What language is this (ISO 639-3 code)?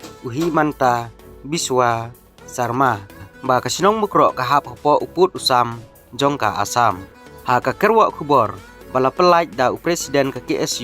kha